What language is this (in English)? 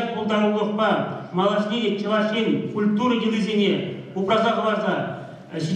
Chuvash